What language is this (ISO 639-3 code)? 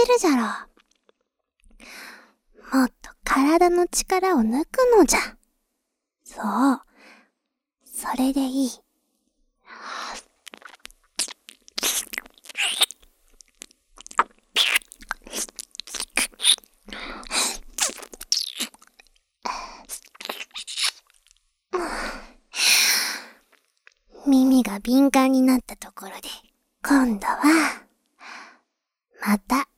jpn